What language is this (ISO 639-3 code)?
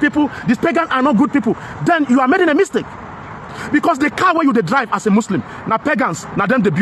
pcm